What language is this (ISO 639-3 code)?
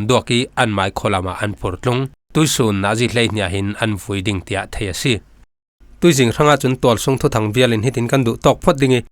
cfm